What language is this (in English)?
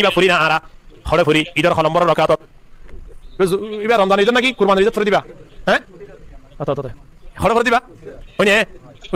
Rohingya